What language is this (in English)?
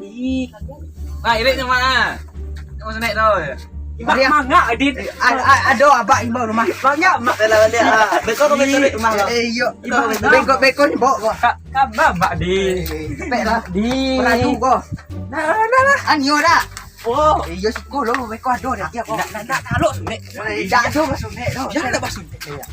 Minangkabau